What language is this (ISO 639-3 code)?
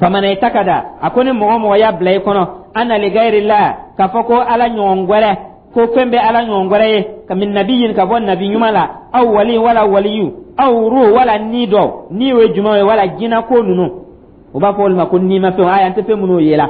dyu